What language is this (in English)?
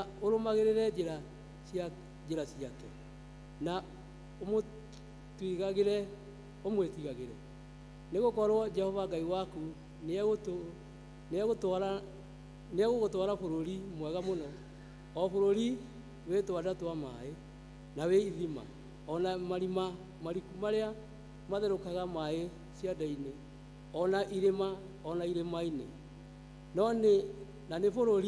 Kikuyu